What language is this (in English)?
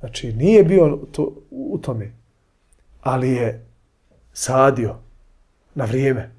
Bosnian